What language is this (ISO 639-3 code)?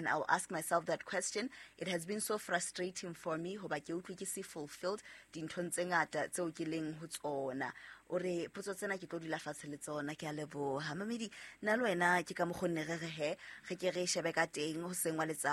sot